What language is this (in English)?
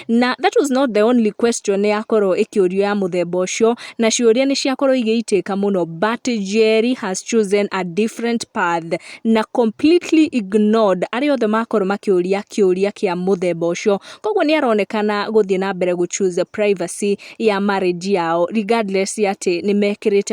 Kikuyu